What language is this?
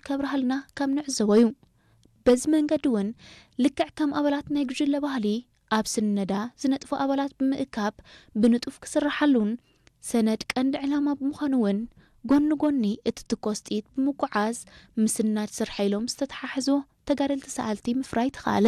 Tigrinya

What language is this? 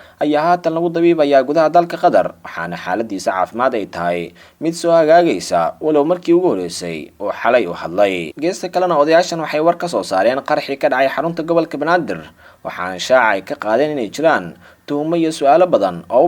Somali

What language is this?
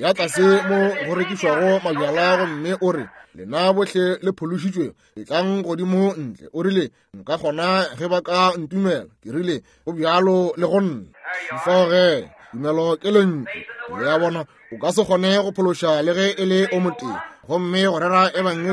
Northern Sotho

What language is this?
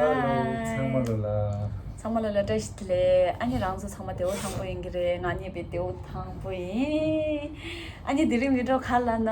Tibetan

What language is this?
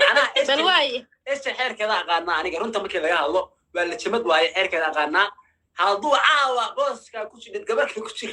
Somali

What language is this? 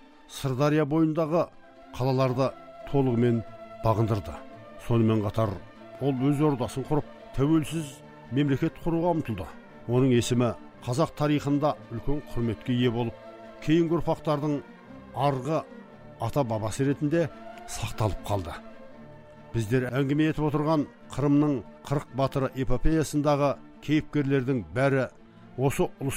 Kazakh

